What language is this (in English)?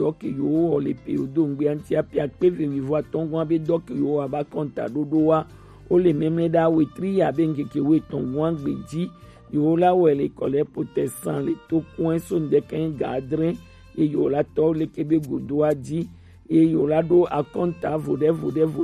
Gen